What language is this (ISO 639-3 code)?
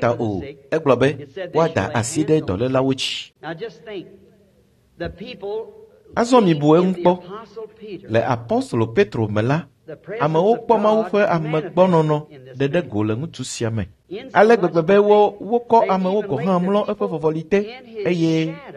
ewe